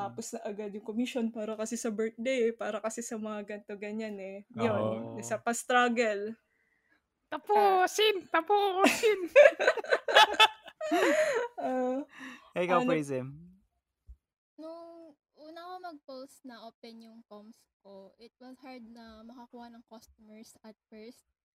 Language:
Filipino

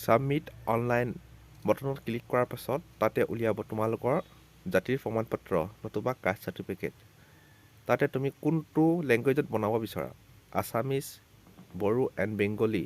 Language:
Assamese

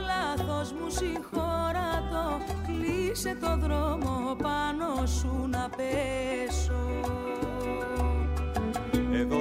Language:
Greek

